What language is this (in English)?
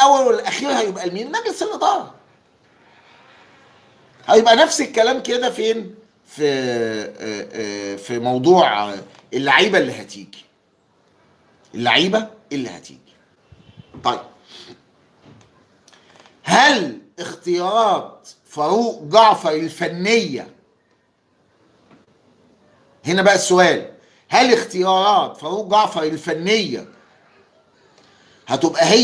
Egyptian Arabic